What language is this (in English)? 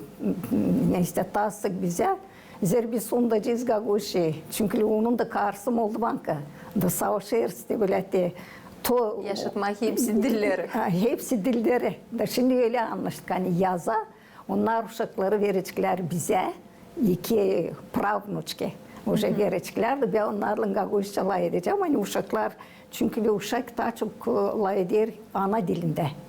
Gagauz